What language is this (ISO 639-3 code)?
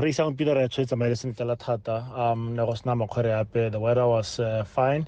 tsn